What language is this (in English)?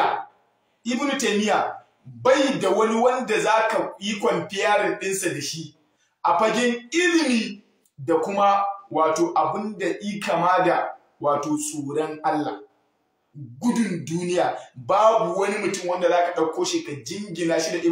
Hausa